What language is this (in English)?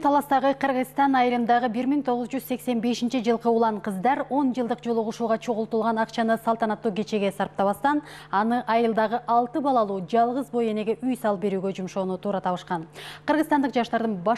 Kyrgyz